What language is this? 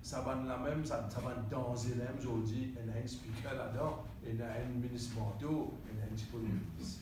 Morisyen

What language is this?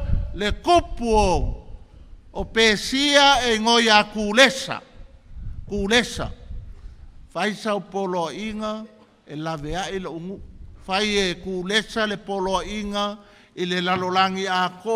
Samoan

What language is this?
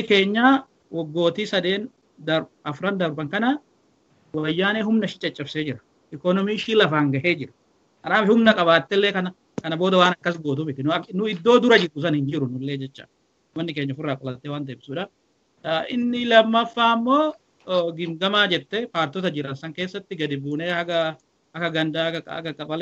Oromo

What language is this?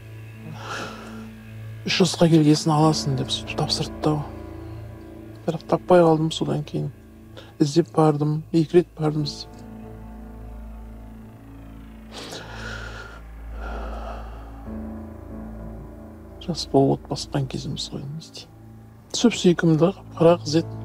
Kazakh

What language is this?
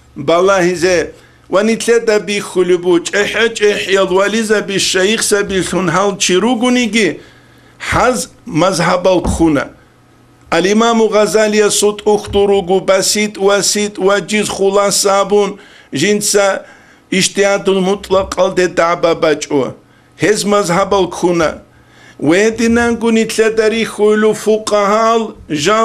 Avaric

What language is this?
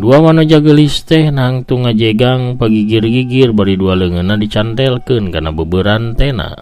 Sundanese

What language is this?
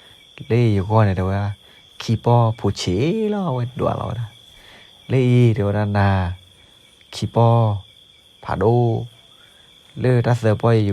S'gaw Karen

